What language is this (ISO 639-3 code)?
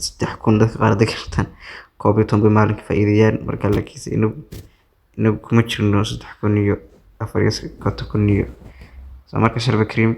som